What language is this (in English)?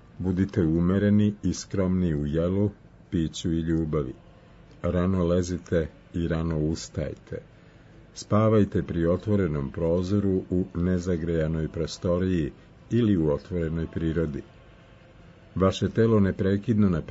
Serbian